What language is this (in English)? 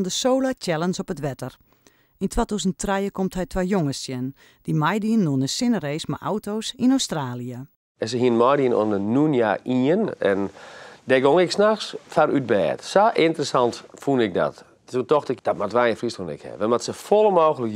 Western Frisian